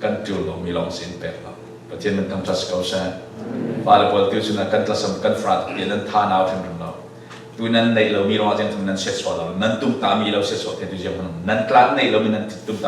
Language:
Falam Chin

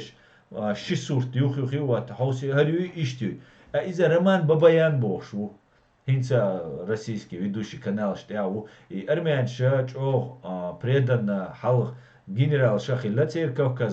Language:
Chechen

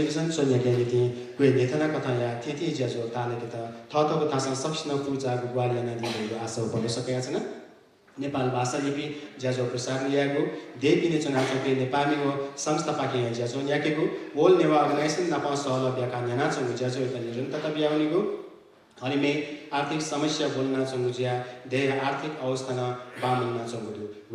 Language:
Newari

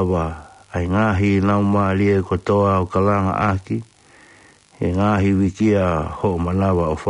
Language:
Tongan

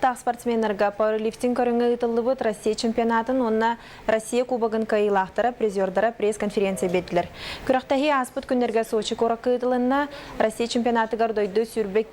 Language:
Yakut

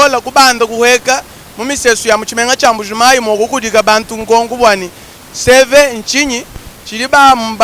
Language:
Luba-Lulua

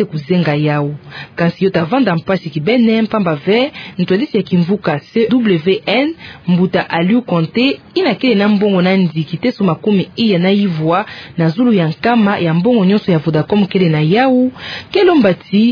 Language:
Kituba (Democratic Republic of Congo)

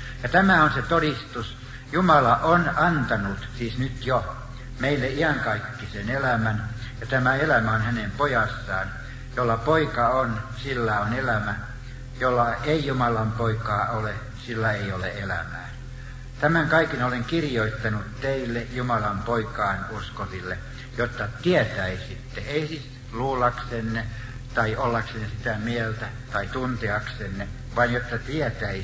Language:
Finnish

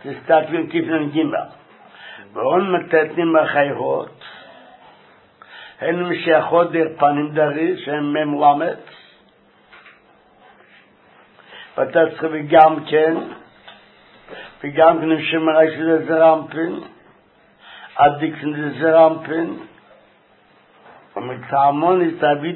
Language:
Hebrew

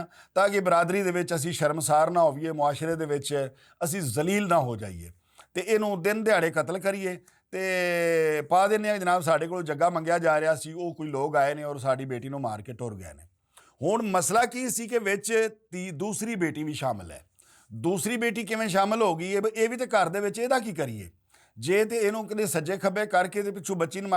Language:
Western Panjabi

